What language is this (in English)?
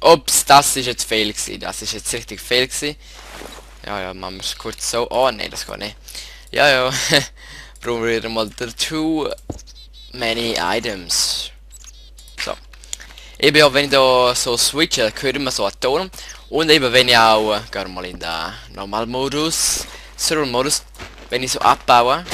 Swiss German